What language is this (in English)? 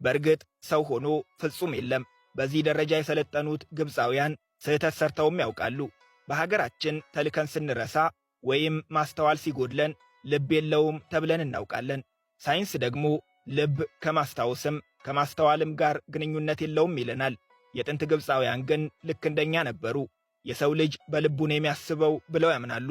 Amharic